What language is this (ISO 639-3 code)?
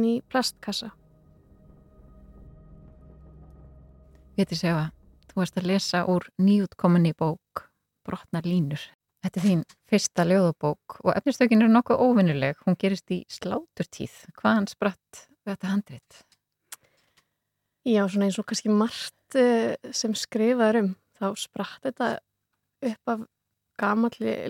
isl